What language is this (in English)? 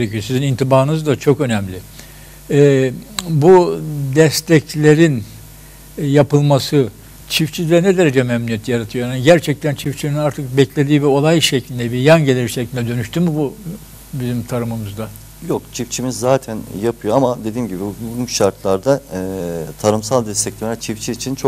Turkish